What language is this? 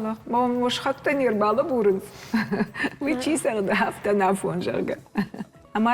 Ossetic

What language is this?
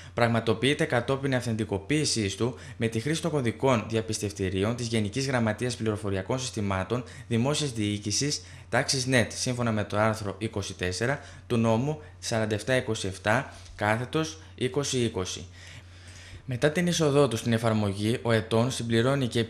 Greek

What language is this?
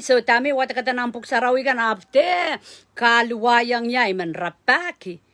Pohnpeian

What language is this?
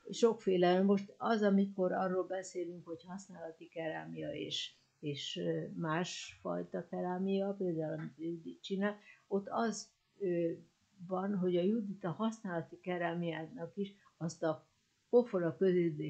Hungarian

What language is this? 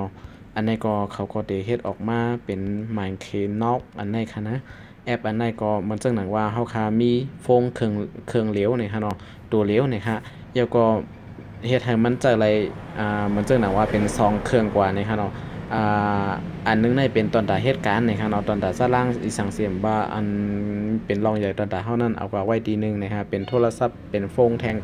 Shan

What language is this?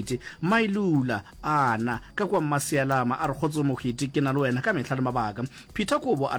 Northern Sotho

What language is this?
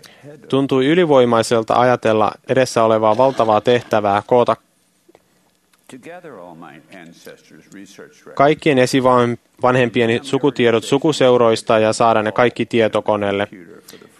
Finnish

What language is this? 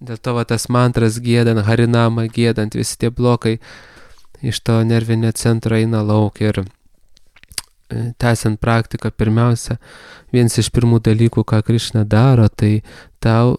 Lithuanian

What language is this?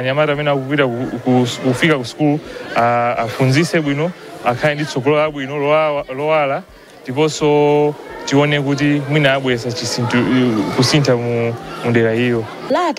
Nyanja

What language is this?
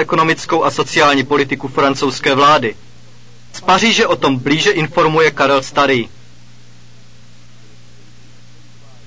Czech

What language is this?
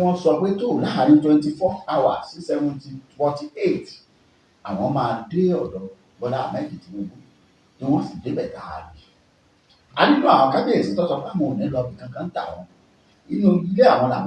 Yoruba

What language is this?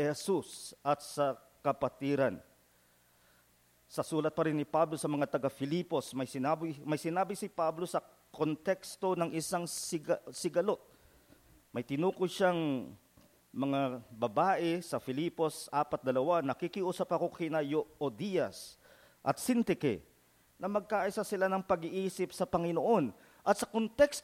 Filipino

